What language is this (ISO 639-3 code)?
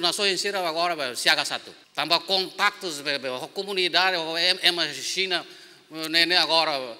tet